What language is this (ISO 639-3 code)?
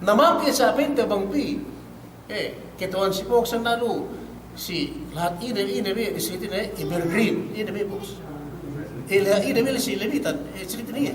yka